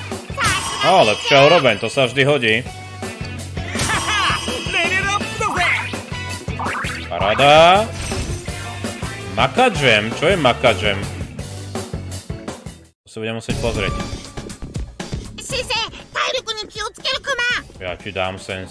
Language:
Slovak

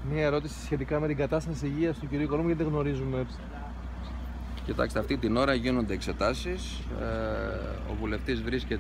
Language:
Greek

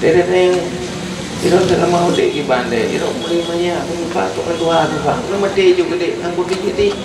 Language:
Achinese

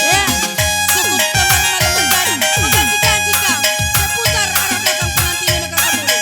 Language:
Batak Karo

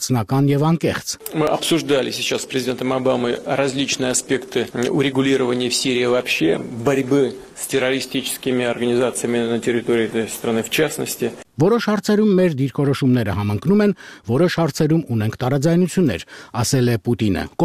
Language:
Armenian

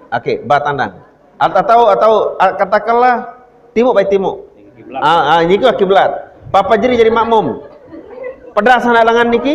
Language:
Sasak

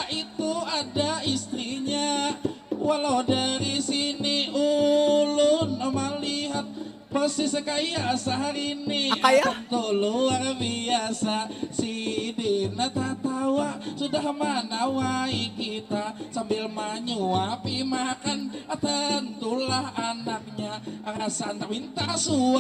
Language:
Banjar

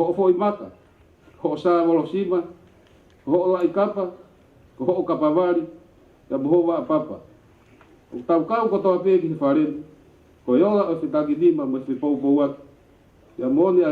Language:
Tongan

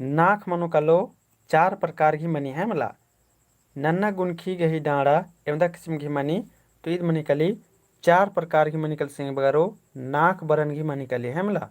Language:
Kurukh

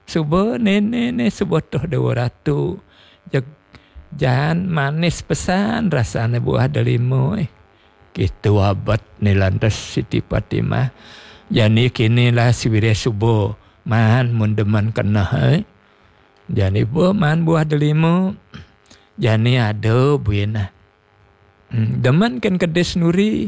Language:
Balinese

